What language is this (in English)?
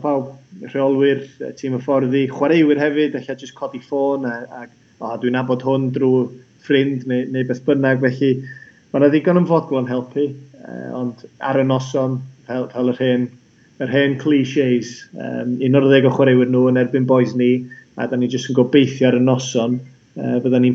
Welsh